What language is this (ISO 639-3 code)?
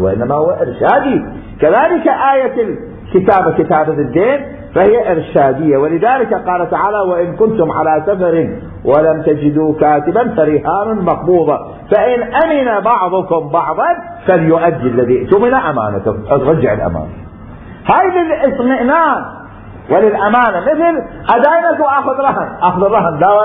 acm